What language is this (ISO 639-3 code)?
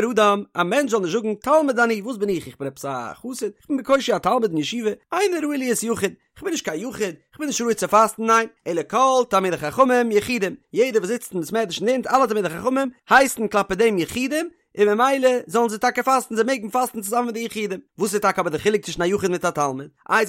yid